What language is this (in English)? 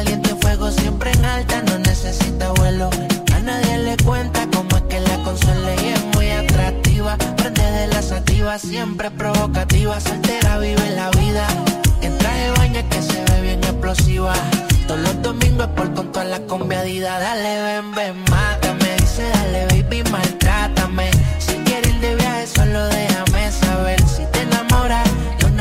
Spanish